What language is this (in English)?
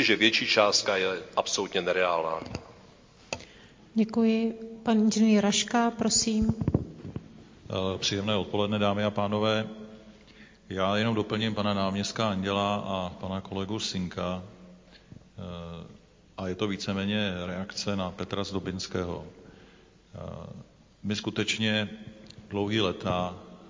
Czech